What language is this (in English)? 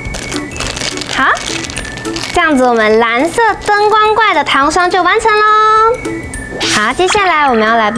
Chinese